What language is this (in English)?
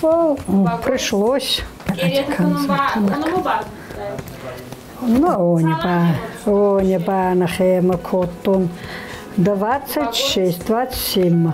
Ossetic